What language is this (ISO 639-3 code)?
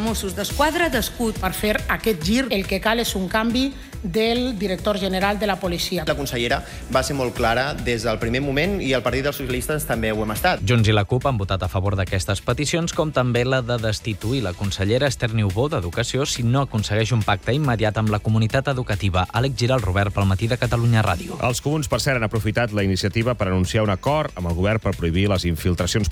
cat